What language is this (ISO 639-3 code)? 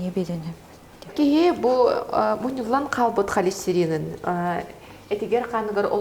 sah